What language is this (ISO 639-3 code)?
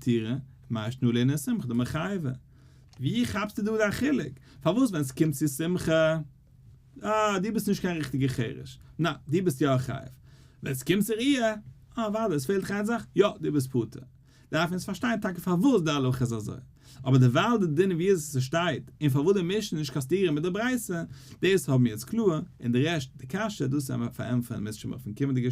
yid